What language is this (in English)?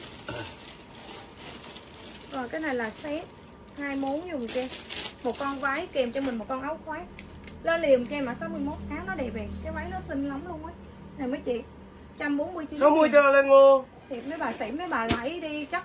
Vietnamese